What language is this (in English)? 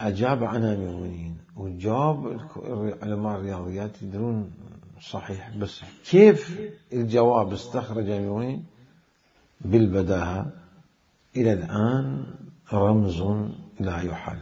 Mesopotamian Arabic